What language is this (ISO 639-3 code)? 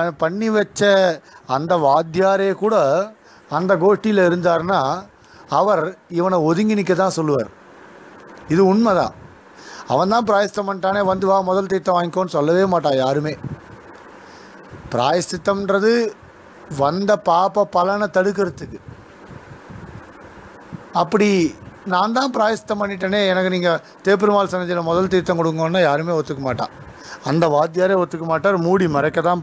tam